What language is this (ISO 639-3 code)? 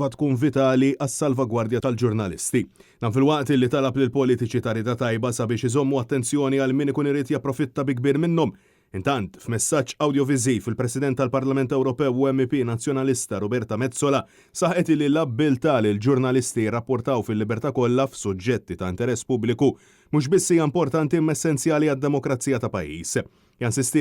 mlt